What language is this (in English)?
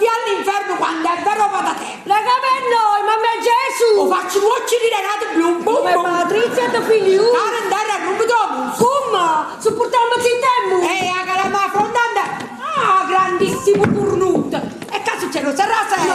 Neapolitan